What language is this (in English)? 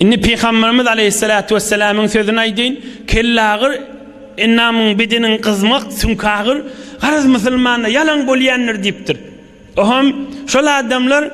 Turkmen